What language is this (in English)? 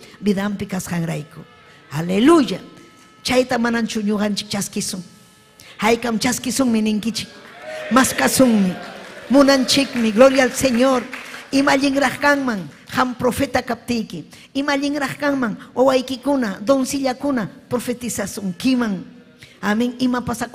Ayacucho Quechua